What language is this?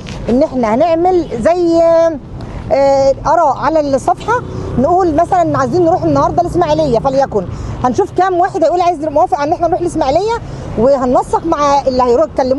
Egyptian Arabic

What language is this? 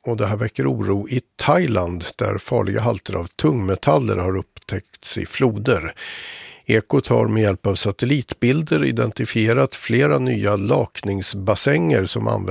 Swedish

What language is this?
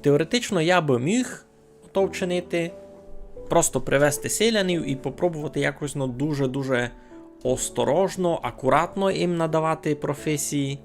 Rusyn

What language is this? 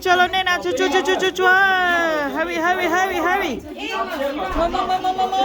Hmong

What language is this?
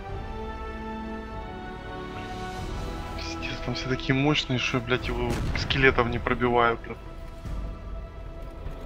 Russian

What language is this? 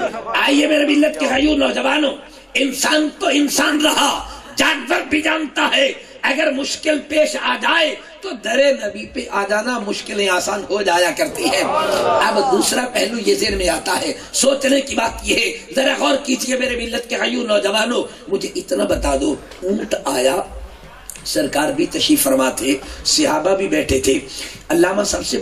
Urdu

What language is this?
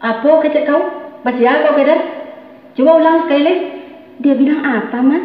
Minangkabau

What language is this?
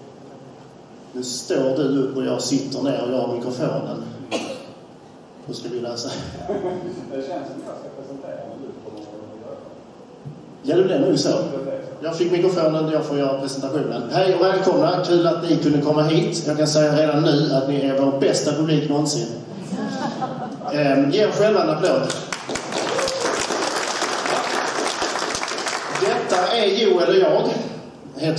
Swedish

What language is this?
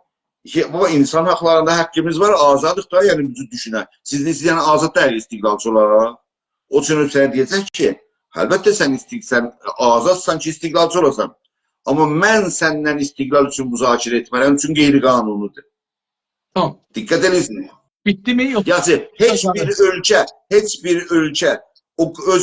South Azerbaijani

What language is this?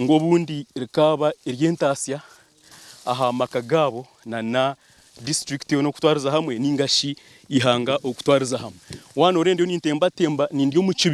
Nyankole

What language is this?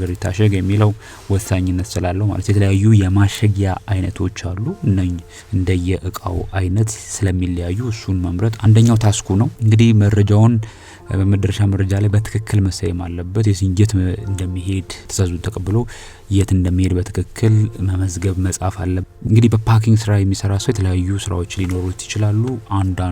Amharic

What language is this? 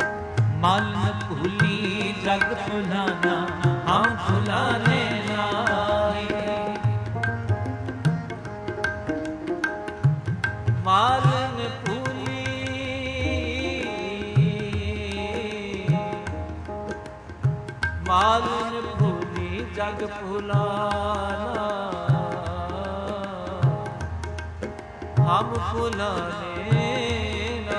Punjabi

